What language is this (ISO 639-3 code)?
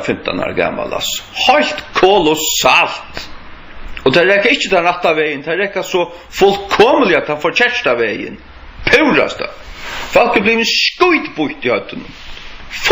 fao